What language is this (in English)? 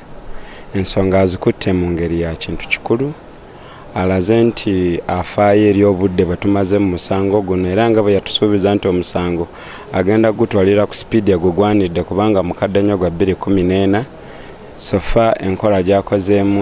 Ganda